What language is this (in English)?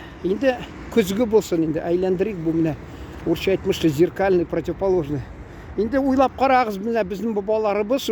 Tatar